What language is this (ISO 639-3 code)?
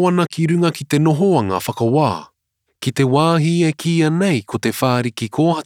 mri